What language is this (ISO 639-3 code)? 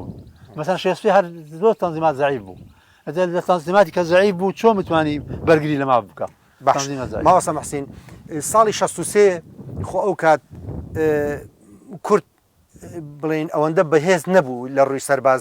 ckb